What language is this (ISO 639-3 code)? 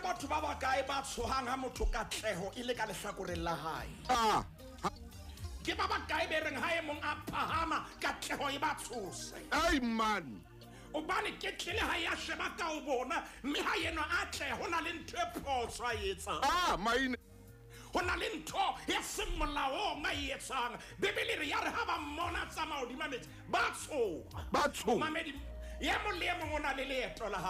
sot